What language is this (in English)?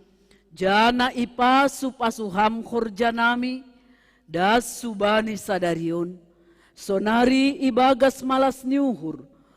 Batak Simalungun